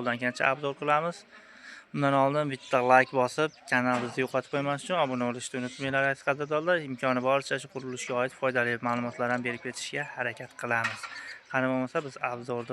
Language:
Uzbek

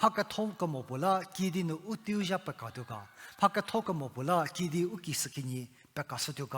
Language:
Angami Naga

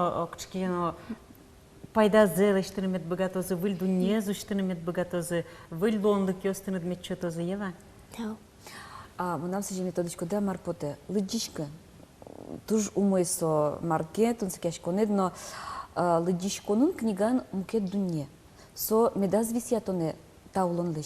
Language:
Udmurt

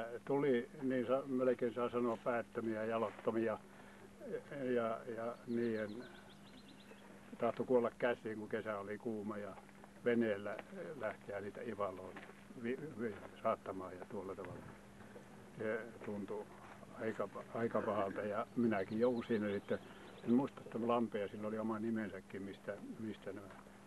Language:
Finnish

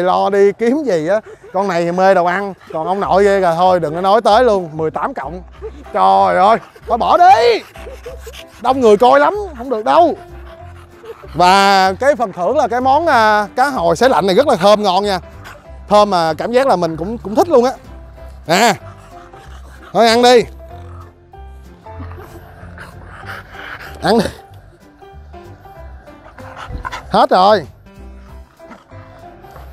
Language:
Vietnamese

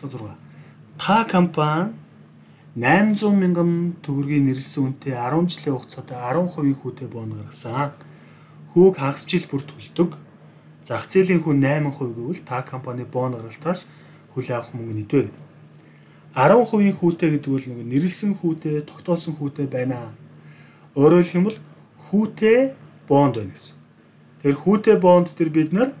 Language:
Mongolian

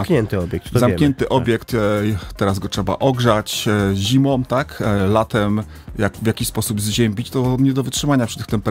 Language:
Polish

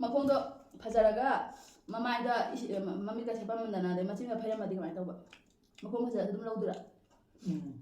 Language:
Manipuri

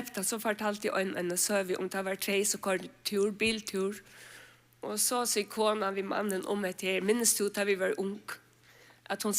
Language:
Faroese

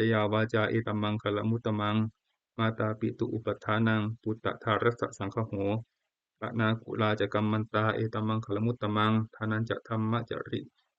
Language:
Pali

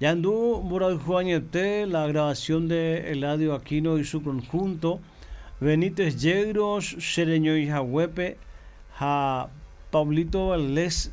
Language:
Guarani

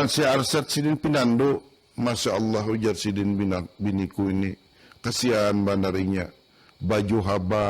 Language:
Banjar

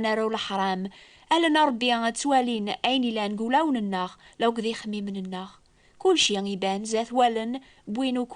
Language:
Kabyle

